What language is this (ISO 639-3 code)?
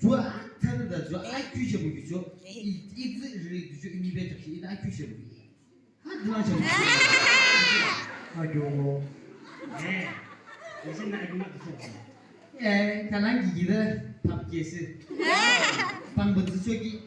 yim